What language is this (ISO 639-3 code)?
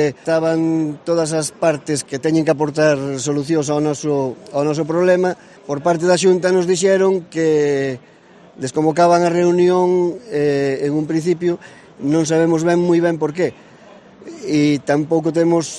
glg